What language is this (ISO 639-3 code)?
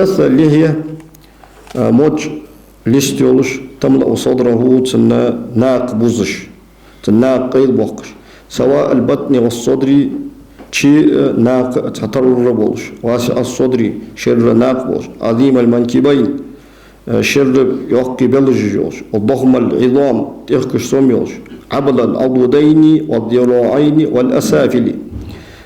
inh